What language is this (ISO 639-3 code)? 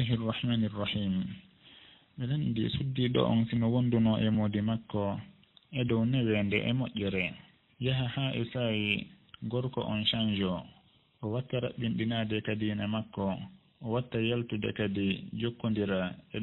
ful